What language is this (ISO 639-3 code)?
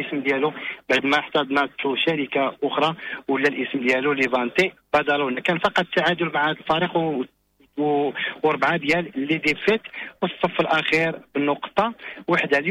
ary